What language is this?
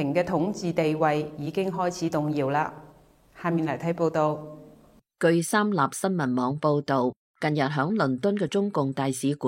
Cantonese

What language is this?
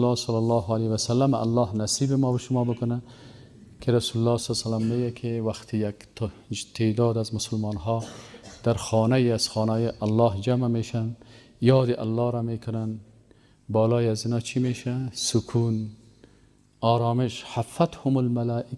Persian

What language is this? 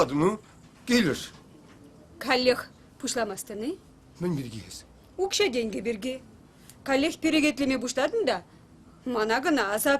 Chuvash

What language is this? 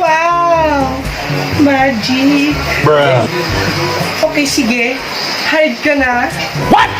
Waray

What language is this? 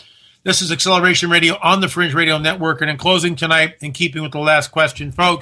English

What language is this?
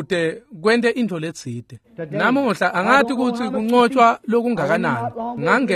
Swati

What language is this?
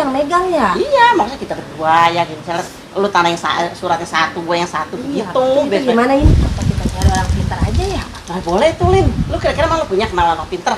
Betawi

